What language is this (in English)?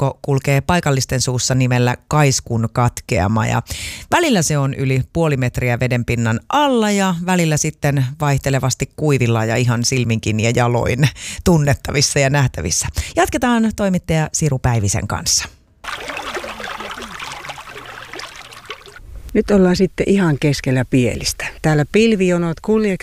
Finnish